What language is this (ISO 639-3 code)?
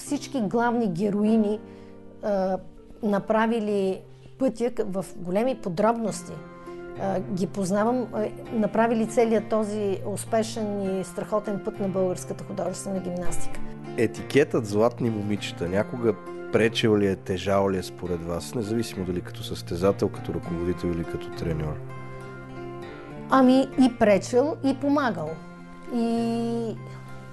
bul